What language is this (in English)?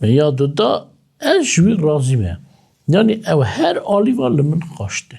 Kurdish